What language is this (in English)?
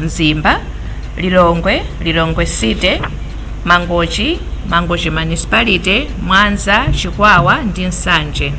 Nyanja